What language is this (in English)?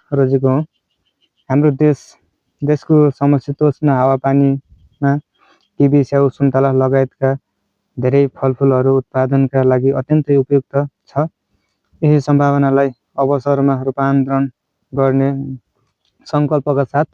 Nepali